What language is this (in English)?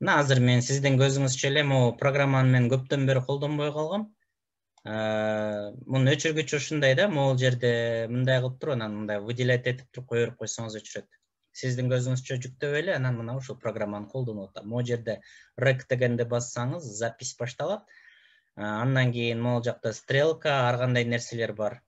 Kyrgyz